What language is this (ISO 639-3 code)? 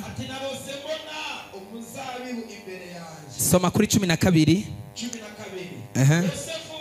run